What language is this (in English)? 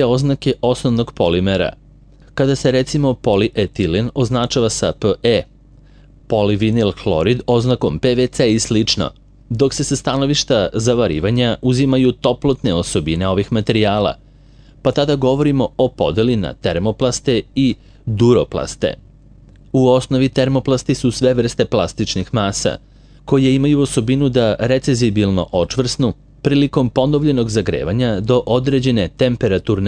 Serbian